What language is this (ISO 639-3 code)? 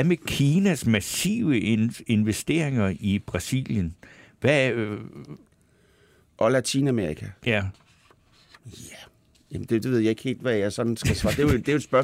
dan